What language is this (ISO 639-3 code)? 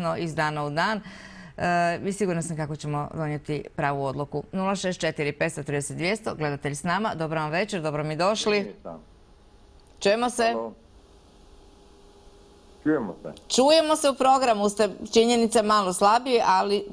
hrv